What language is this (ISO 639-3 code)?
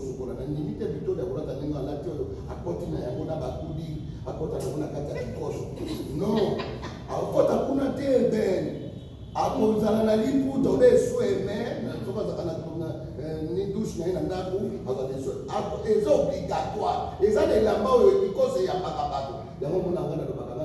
lin